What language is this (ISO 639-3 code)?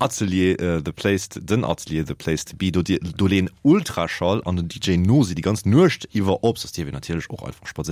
ltz